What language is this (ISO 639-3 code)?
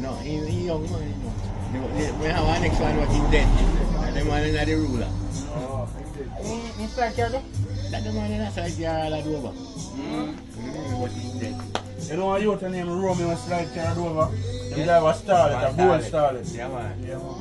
jam